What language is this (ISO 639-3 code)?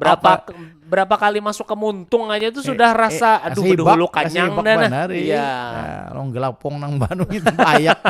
bjn